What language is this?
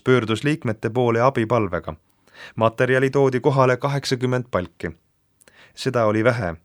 Estonian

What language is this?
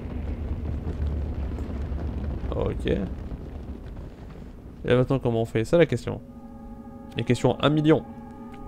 French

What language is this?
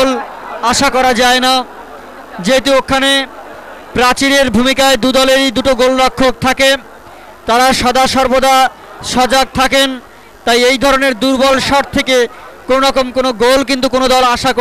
Bangla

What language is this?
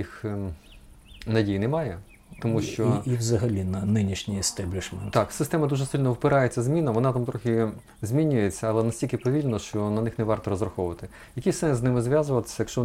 Ukrainian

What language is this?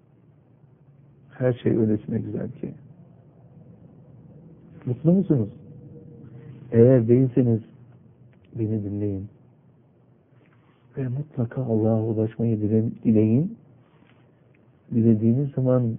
Turkish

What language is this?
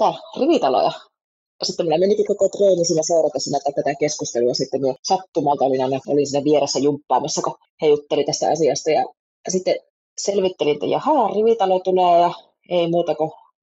Finnish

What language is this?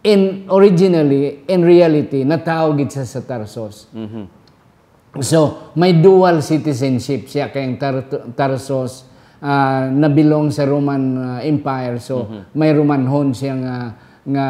Hiligaynon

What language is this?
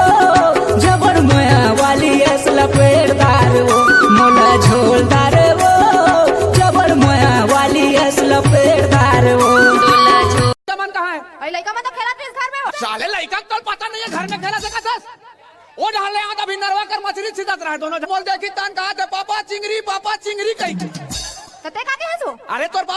Chhattisgarhi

